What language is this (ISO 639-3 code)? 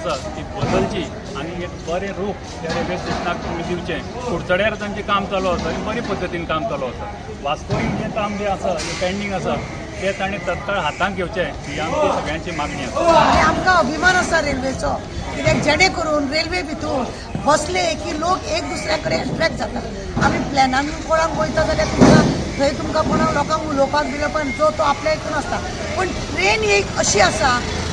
kok